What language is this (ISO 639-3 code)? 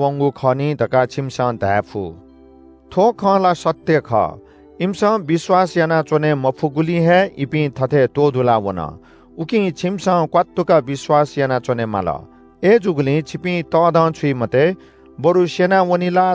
new